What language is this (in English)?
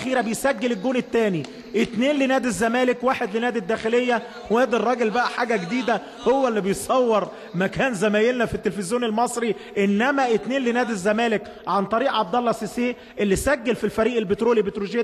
Egyptian Arabic